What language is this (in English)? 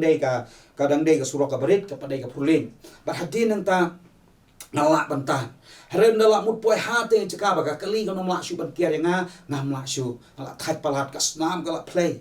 Khasi